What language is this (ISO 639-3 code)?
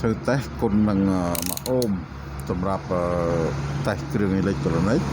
khm